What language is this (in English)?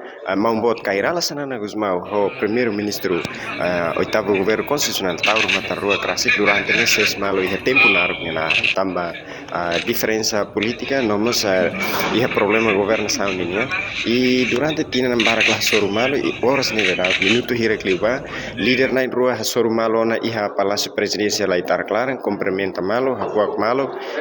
Tetum